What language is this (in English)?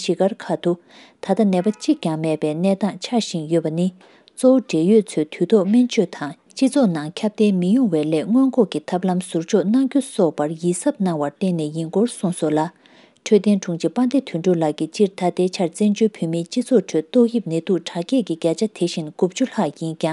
Tibetan